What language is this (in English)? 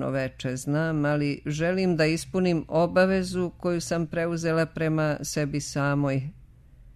Serbian